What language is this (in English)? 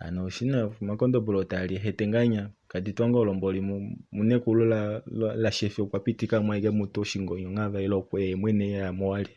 Kuanyama